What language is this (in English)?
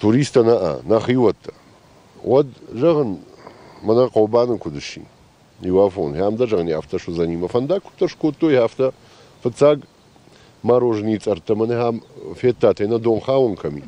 Ossetic